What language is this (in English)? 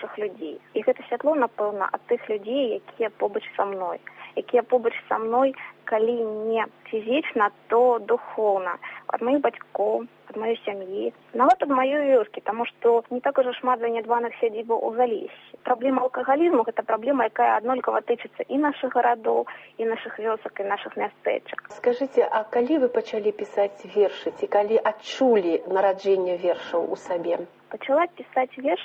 Belarusian